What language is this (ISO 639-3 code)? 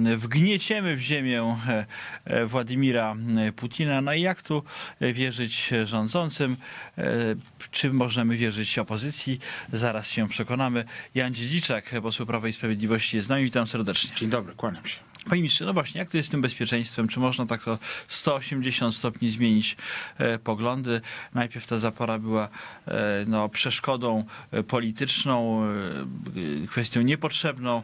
pol